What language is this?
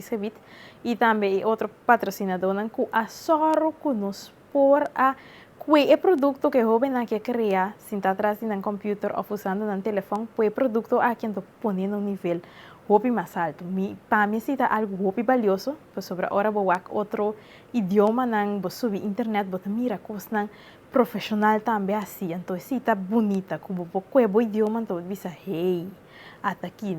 Papiamento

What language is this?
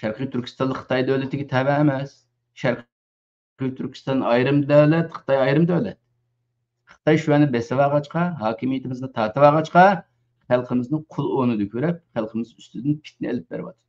Uyghur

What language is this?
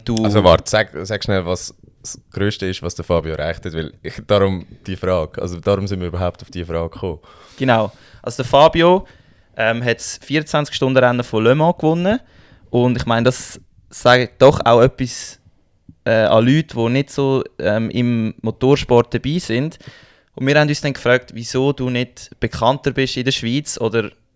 Swiss German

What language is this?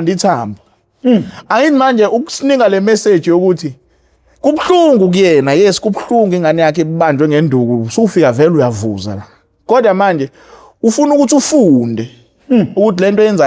Zulu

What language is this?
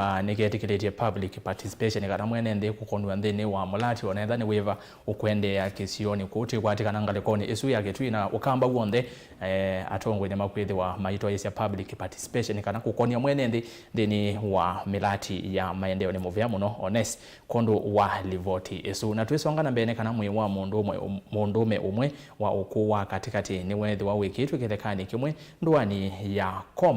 Kamba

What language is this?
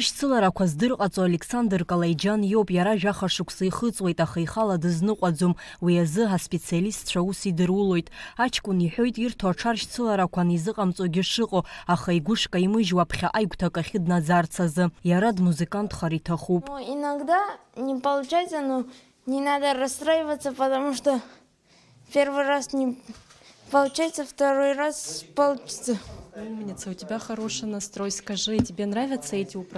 Abkhazian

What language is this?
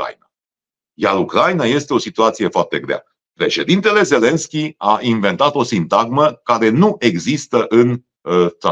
Romanian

